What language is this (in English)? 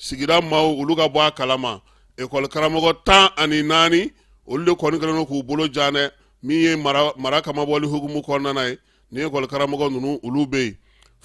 Bambara